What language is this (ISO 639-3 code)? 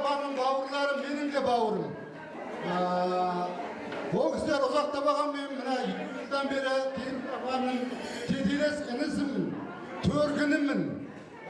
kaz